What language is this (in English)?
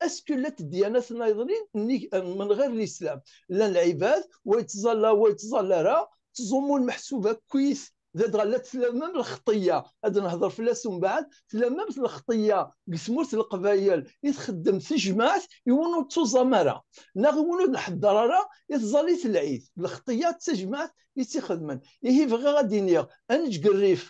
Kabyle